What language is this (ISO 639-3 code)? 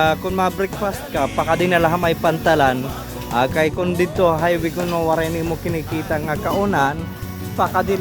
war